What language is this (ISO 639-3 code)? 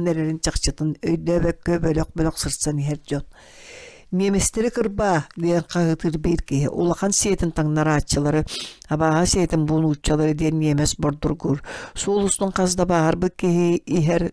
sah